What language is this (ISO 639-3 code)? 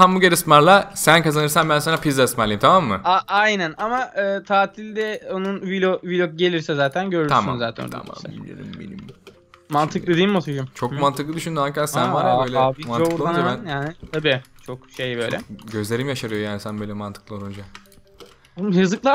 tur